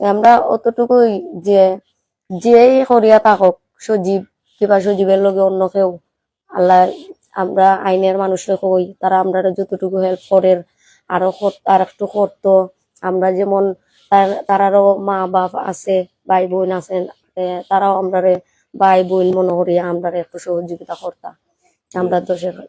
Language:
Sylheti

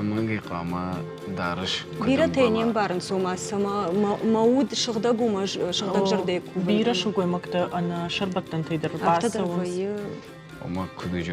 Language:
Ossetic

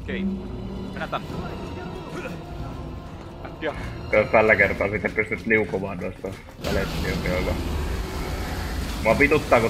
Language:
Finnish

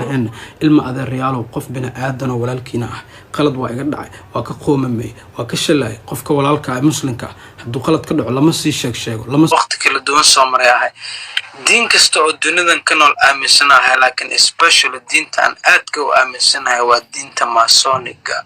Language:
Somali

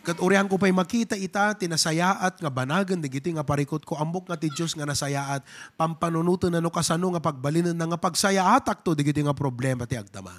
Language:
Iloko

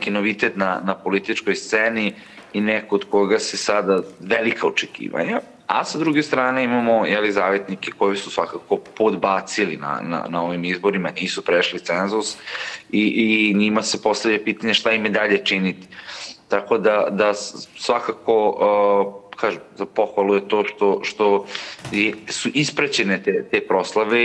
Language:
Serbian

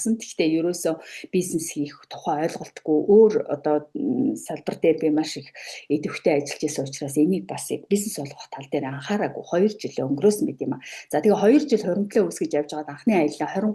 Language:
Mongolian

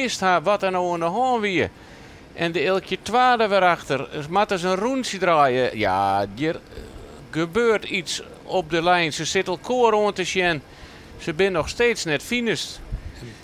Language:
Western Frisian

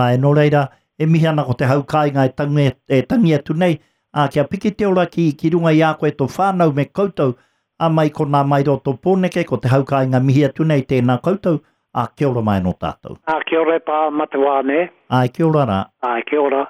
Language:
Māori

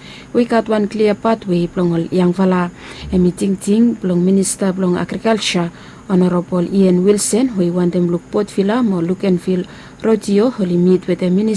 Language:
Bislama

